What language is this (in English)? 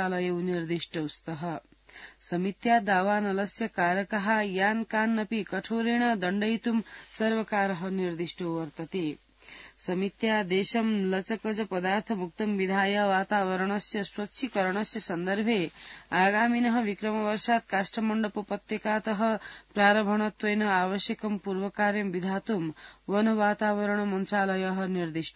Sanskrit